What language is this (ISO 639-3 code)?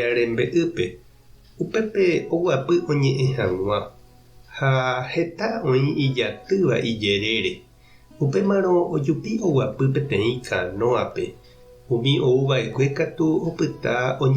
grn